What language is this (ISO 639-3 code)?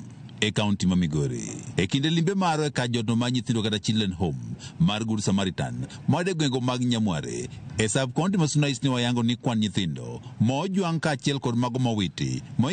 luo